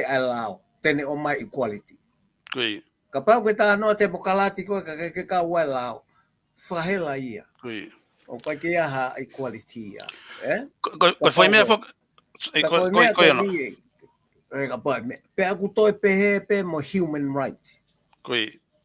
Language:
Tongan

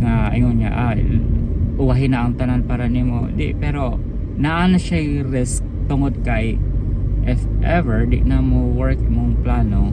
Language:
Cebuano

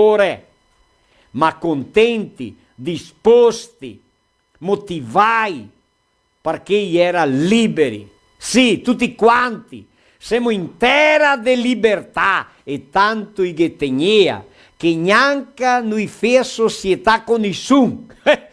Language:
Venetian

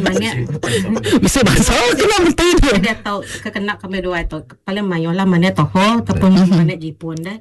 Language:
Iban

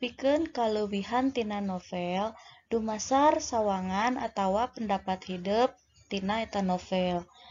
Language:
Sundanese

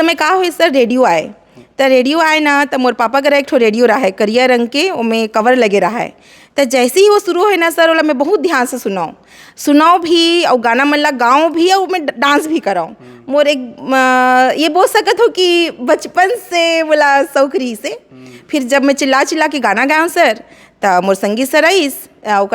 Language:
Chhattisgarhi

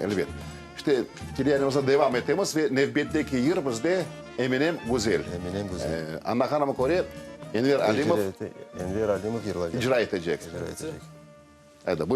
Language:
Crimean Tatar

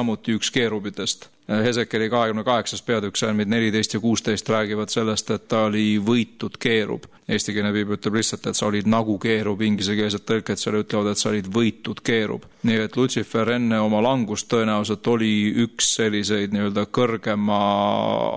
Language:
Estonian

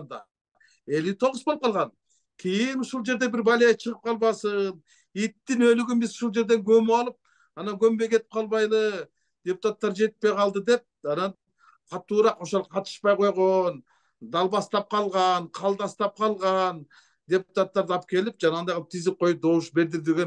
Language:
Kyrgyz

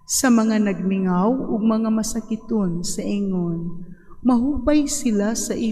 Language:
Cebuano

